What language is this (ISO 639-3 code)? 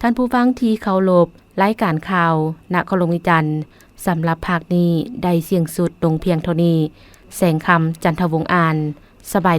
lao